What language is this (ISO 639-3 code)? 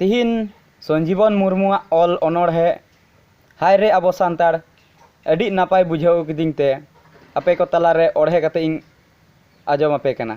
sat